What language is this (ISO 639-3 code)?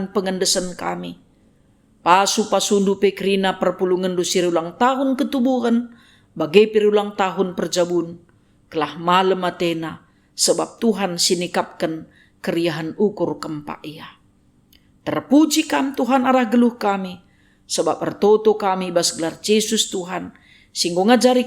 btx